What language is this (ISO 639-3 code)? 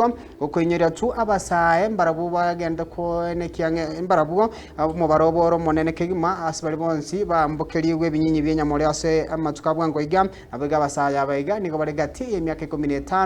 guz